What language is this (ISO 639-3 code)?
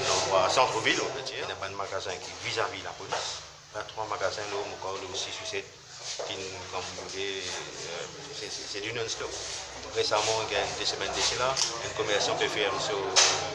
mfe